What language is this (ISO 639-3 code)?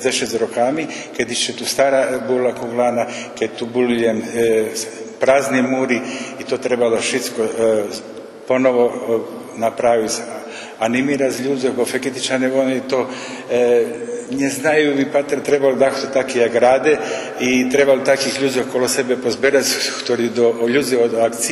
rue